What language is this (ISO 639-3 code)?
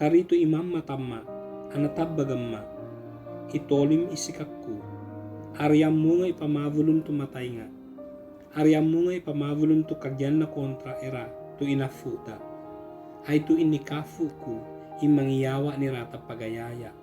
ibg